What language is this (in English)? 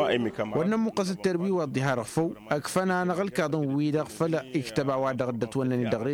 Tamasheq